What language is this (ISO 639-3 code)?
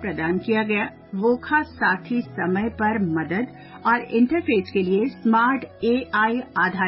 hin